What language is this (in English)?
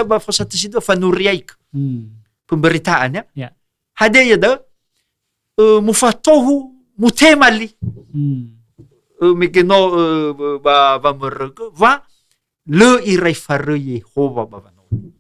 Nias